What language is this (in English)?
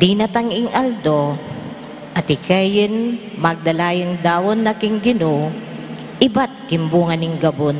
Pampanga